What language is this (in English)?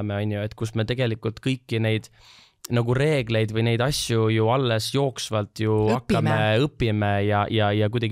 Estonian